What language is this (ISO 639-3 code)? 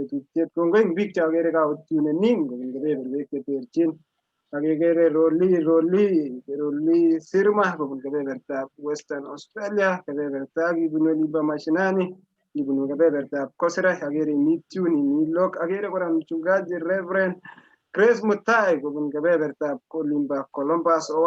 kln